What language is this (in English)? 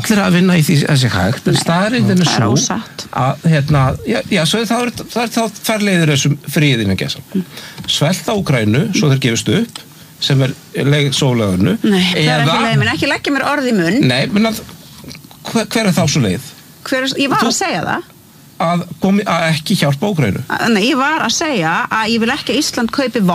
Icelandic